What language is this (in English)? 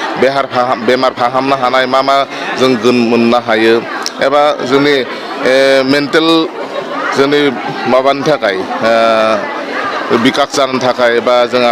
Bodo